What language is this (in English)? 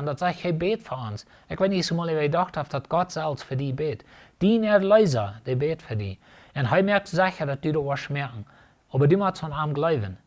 Plautdietsch